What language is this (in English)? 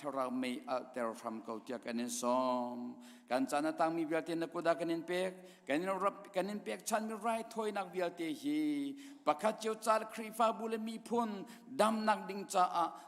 Hakha Chin